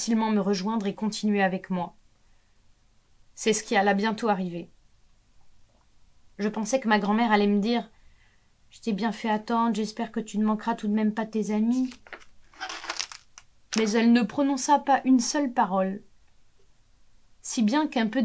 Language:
French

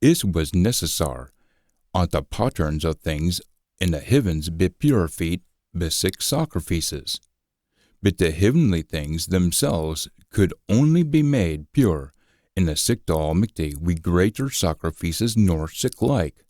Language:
Scots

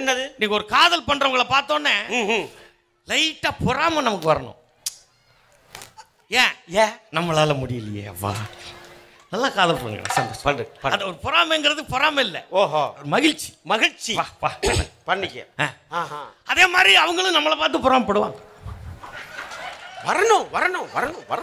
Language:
Tamil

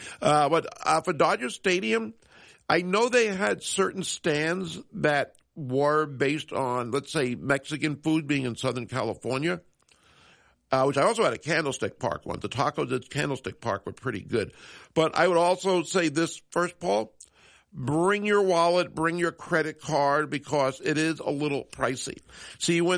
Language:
English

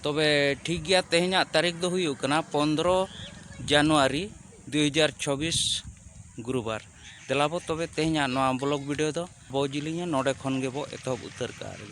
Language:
Santali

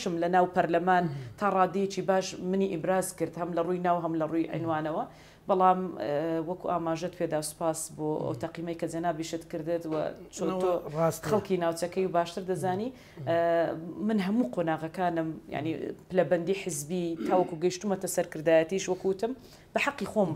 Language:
Central Kurdish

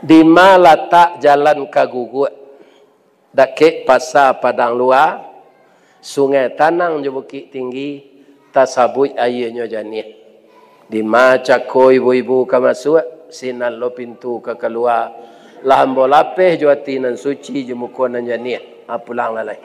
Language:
Minangkabau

